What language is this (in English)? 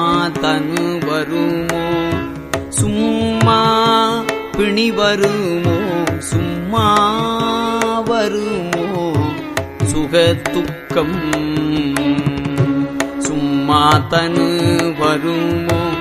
Tamil